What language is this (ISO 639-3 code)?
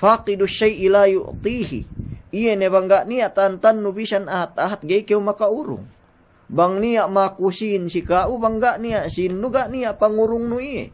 yka